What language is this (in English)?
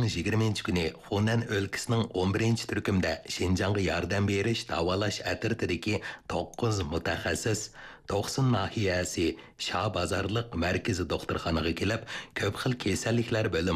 Uyghur